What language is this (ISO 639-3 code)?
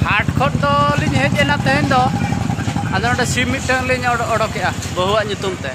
sat